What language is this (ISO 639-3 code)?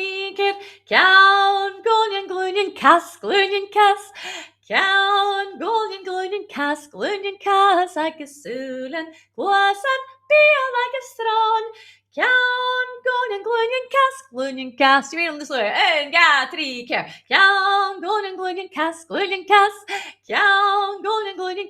gla